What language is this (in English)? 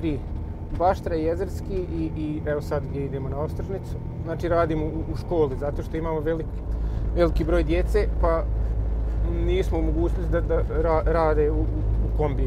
Bosnian